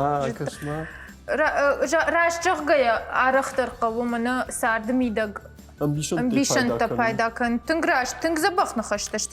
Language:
Ossetic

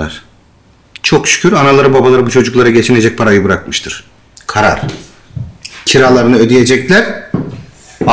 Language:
Turkish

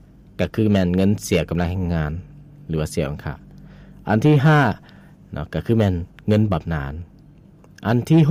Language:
Lao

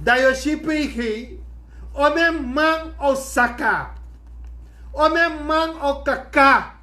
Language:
Sranan Tongo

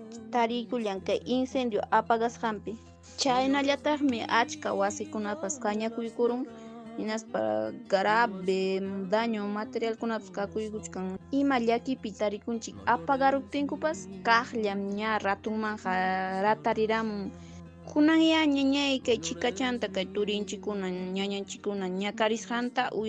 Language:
Ayacucho Quechua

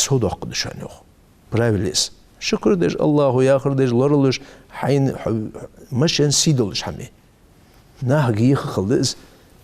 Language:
Ingush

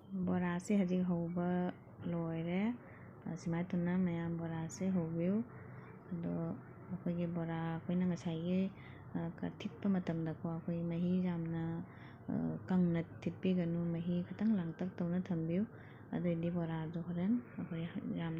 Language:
Manipuri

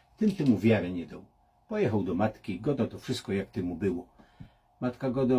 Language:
Silesian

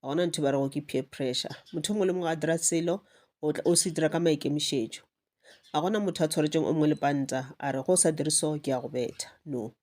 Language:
Northern Sotho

